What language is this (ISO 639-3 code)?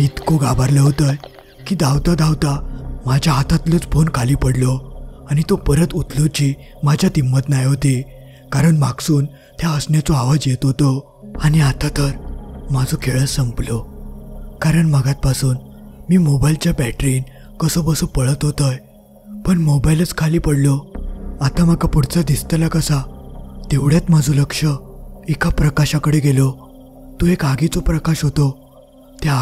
mar